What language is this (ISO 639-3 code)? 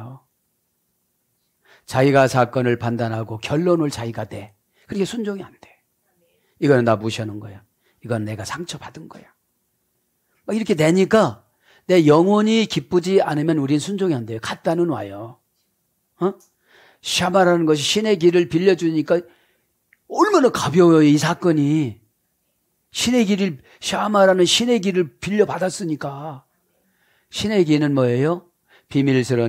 kor